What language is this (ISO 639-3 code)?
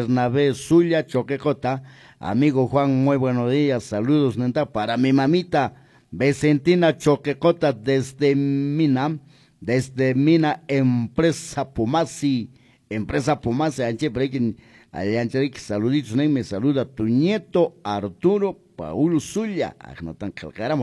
que